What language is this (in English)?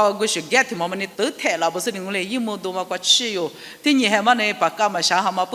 Lisu